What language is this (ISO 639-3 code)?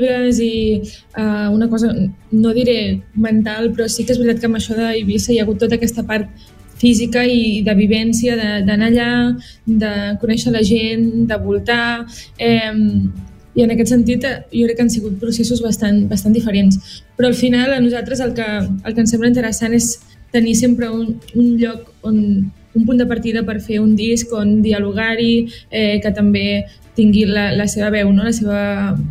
cat